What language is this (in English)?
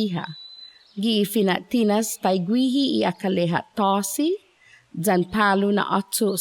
Chamorro